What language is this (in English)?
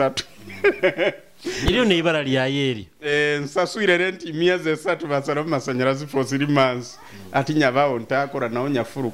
Nyoro